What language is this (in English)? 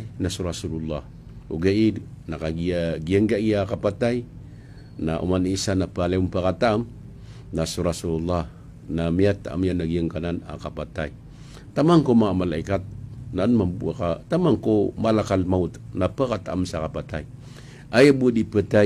Maranao